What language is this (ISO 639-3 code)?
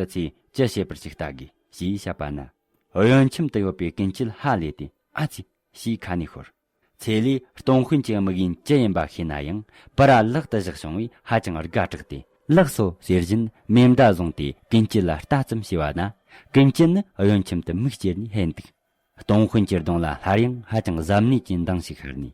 bod